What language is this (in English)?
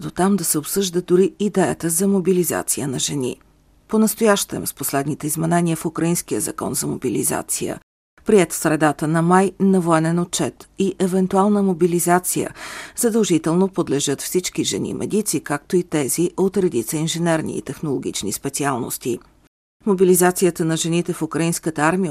Bulgarian